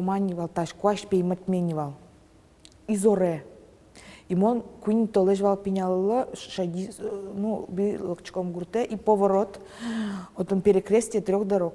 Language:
Udmurt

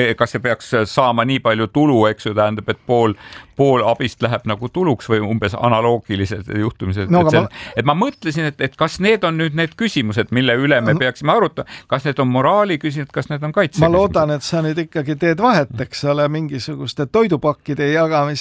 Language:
Estonian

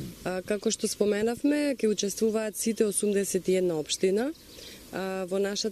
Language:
Macedonian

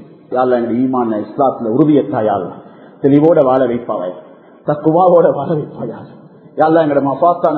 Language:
Tamil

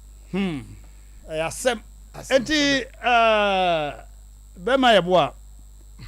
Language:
Akan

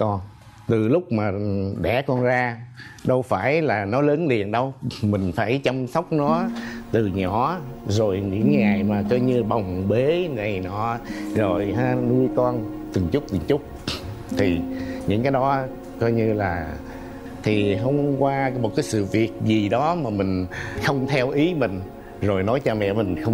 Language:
Vietnamese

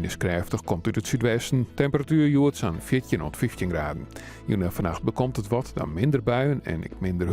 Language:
Western Frisian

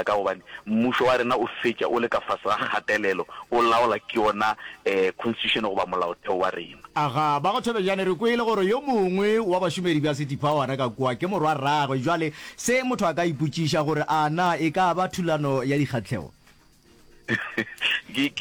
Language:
Northern Sotho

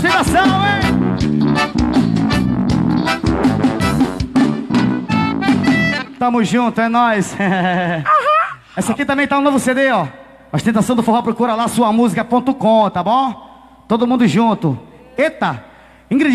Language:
Portuguese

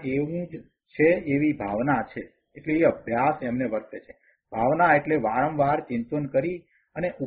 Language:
Gujarati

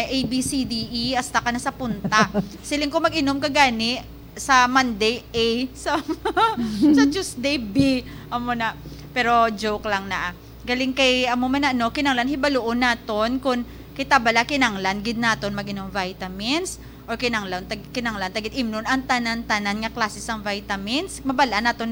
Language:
Hiligaynon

